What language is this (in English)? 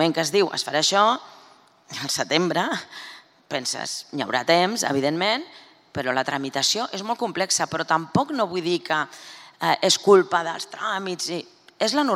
Catalan